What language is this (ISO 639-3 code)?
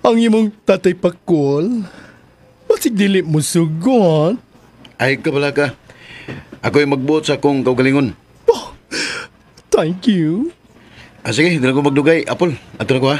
ceb